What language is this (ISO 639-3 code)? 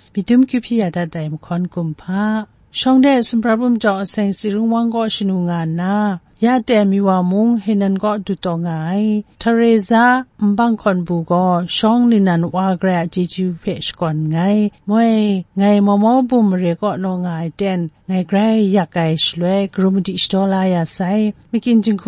kac